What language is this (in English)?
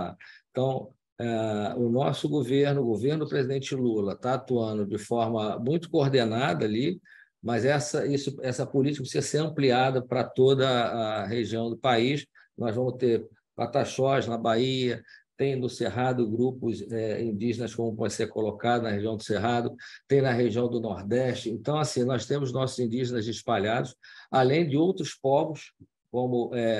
Portuguese